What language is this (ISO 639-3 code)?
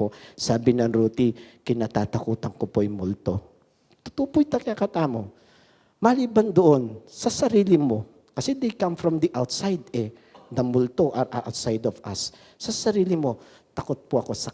pam